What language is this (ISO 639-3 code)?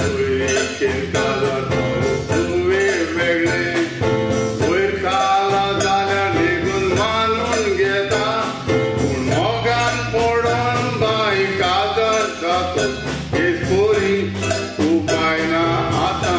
kok